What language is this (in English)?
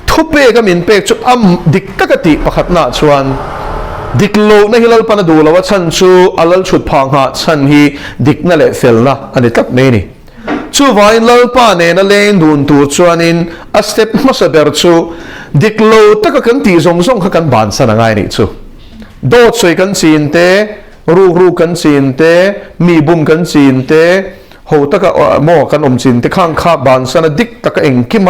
Mizo